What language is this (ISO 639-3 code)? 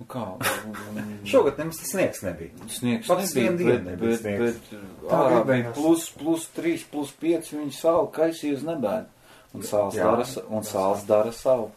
lav